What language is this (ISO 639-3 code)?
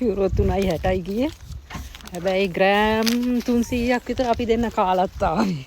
sin